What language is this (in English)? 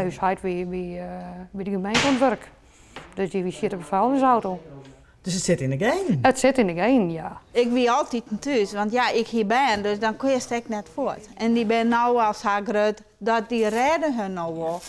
Western Frisian